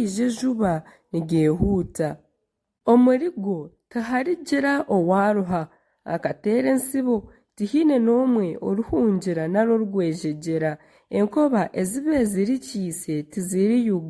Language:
Nyankole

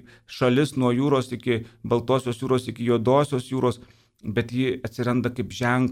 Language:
Lithuanian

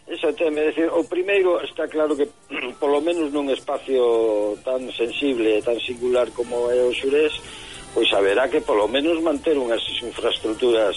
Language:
Galician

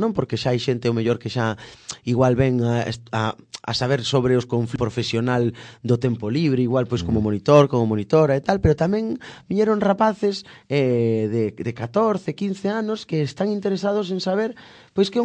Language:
Galician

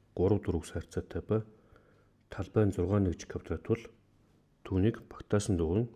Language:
Mongolian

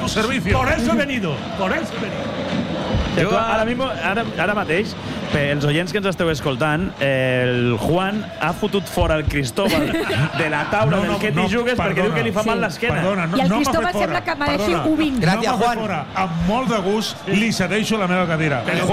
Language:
Catalan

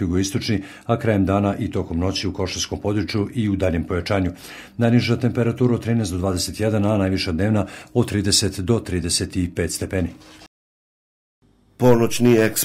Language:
Serbian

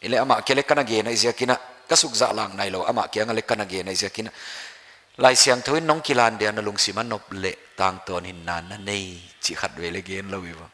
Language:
Paite Chin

